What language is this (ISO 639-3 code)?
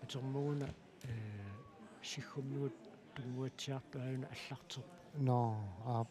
kal